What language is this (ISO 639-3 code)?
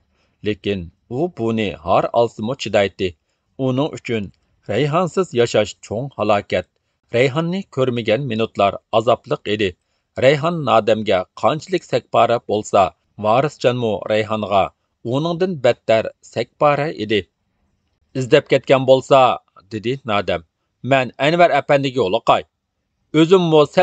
uig